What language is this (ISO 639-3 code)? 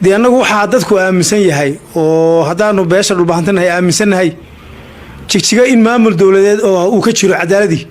som